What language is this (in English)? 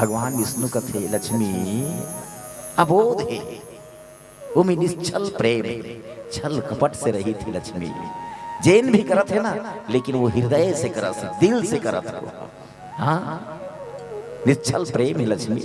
Chhattisgarhi